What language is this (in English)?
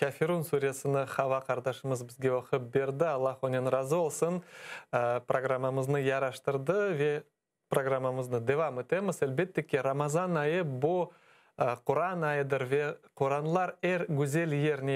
Crimean Tatar